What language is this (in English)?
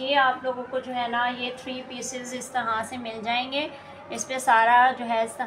Hindi